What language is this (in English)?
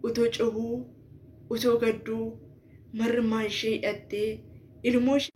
Oromo